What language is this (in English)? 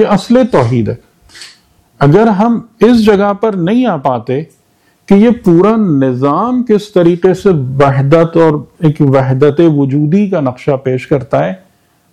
Urdu